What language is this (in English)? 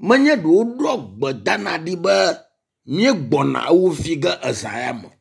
Ewe